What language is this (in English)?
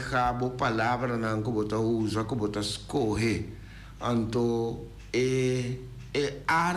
Papiamento